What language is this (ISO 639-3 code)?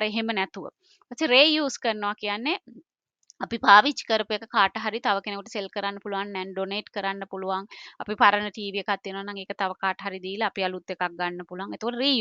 sin